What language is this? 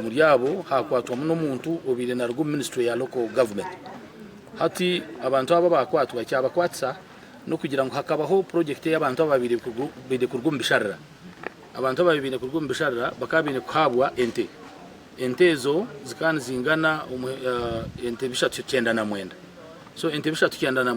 Nyankole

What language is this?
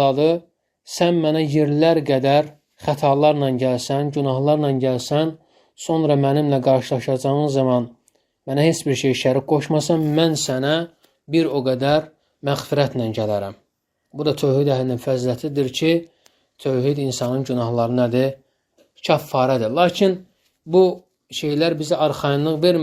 Azerbaijani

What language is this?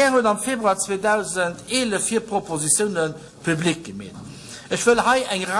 Luxembourgish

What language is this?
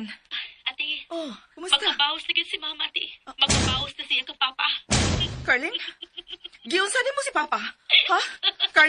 Cebuano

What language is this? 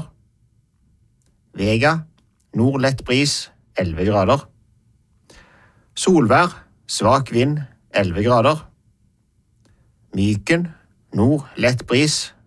Norwegian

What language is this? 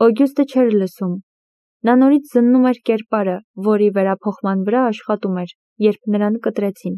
Armenian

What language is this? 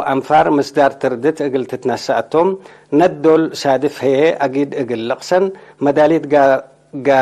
Tigre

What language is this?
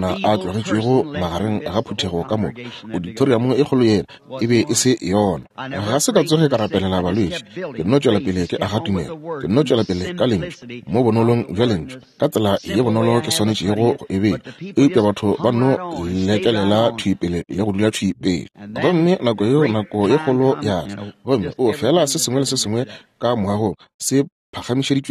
Northern Sotho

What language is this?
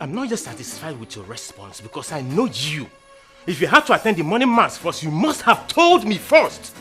Nigerian Pidgin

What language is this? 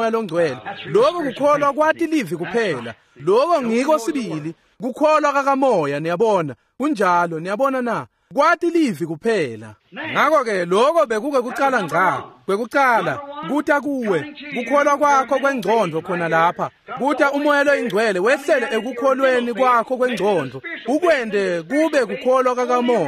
Swati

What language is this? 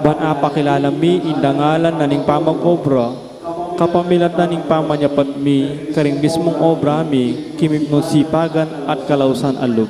Pampanga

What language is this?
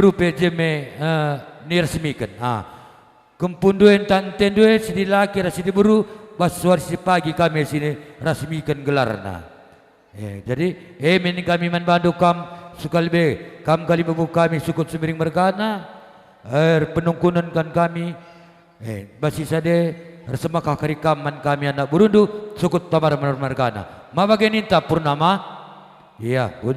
Batak Karo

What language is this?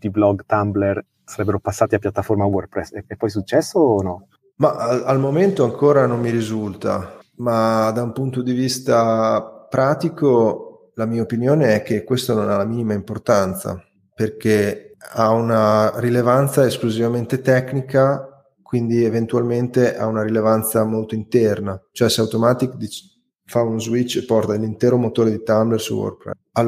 Italian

